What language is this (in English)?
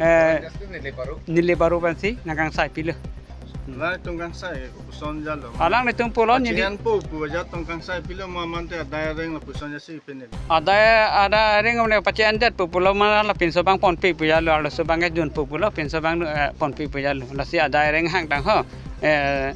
Karbi